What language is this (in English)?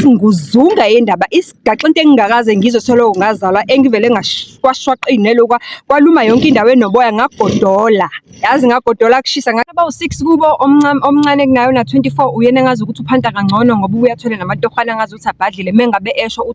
Zulu